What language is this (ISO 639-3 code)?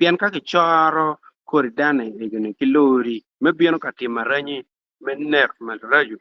ach